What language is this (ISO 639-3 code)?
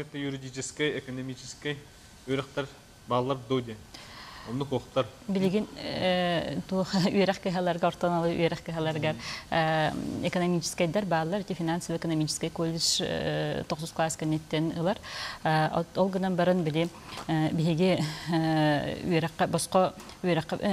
sah